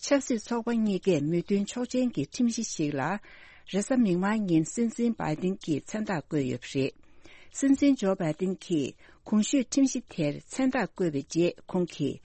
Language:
Tibetan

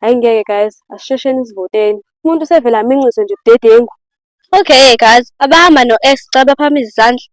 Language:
Zulu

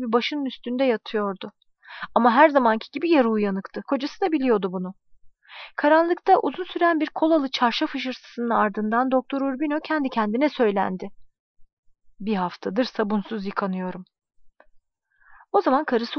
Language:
Turkish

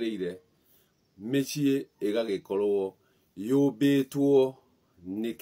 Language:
Kikuyu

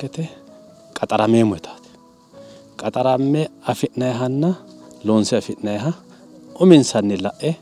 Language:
Sidamo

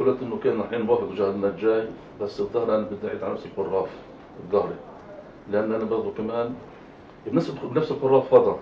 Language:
North Levantine Arabic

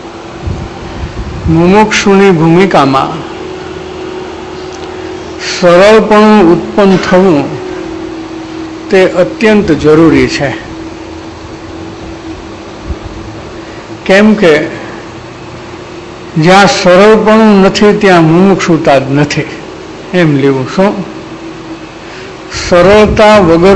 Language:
Gujarati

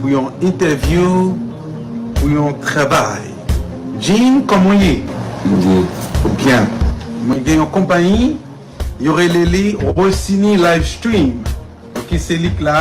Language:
Haitian Creole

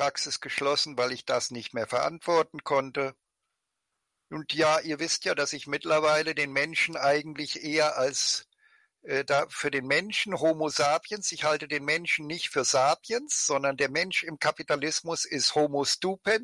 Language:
German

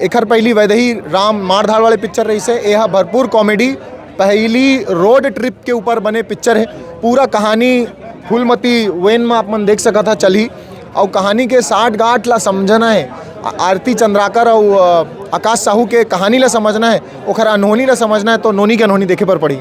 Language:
Chhattisgarhi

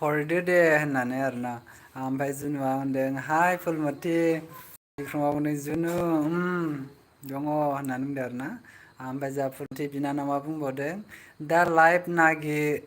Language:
Bodo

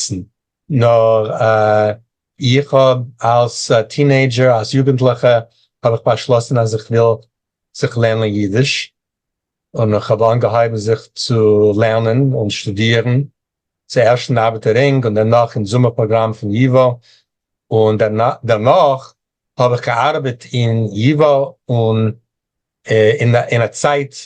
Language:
Yiddish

